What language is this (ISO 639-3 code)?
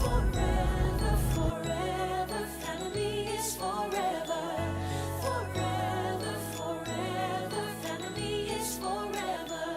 pam